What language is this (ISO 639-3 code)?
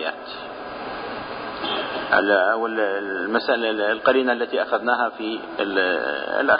ara